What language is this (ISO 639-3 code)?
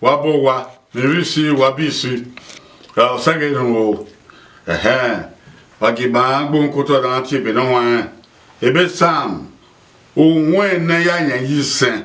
bin